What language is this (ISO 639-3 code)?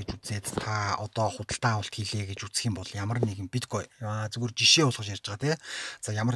mon